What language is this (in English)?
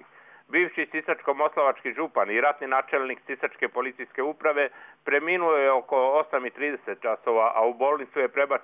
Croatian